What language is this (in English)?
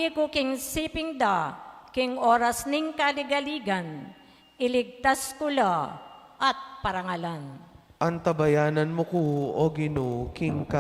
Pampanga